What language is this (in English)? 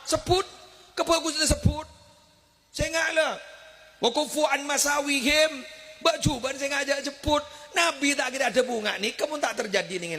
Madurese